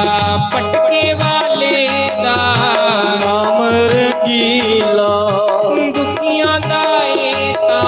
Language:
Dogri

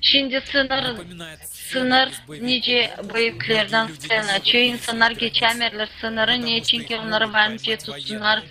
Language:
Gagauz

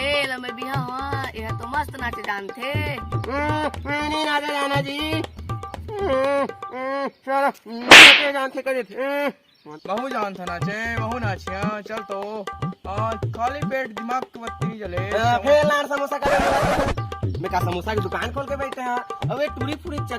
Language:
Chhattisgarhi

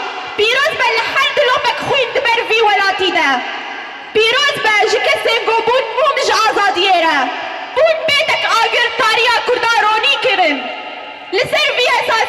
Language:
Kurdish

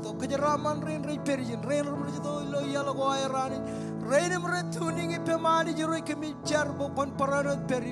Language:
Marshallese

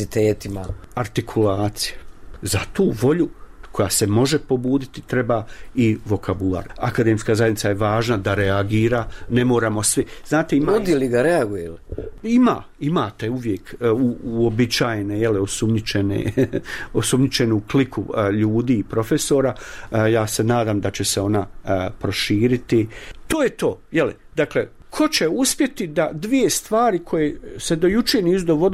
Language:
Bosnian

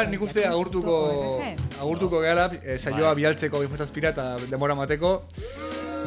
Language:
Basque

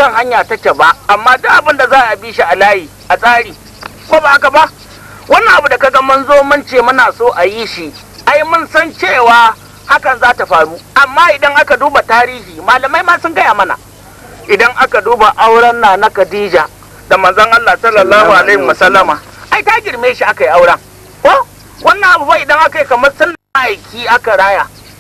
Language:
Hausa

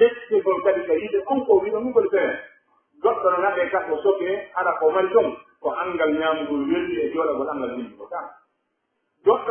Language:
Pular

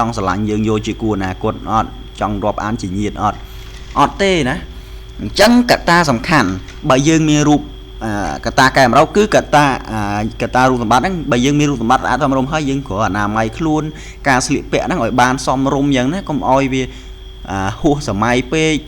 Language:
Khmer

